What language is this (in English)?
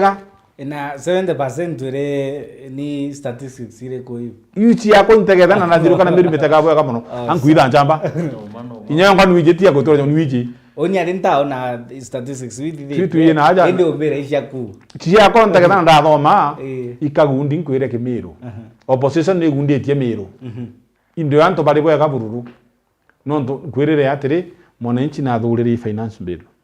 Meru